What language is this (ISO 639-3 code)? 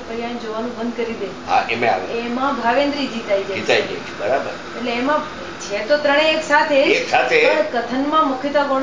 guj